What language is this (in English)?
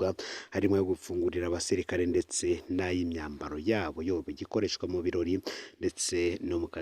Rundi